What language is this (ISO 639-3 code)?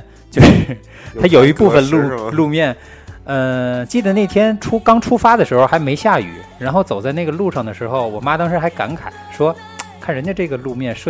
zho